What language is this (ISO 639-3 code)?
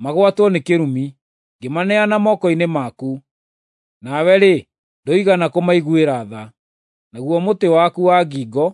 kik